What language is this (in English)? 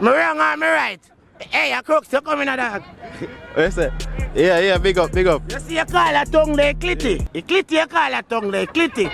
Jamaican Creole English